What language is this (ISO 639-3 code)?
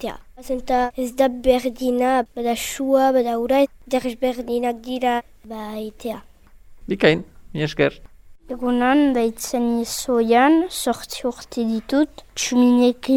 eus